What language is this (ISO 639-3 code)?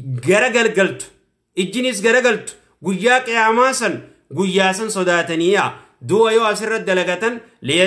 orm